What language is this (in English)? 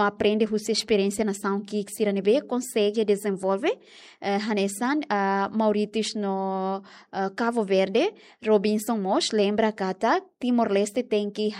Tetum